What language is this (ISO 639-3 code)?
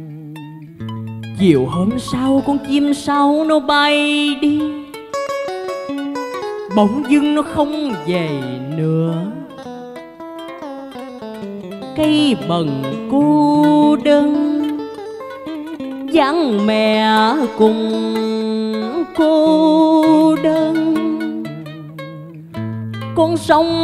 vie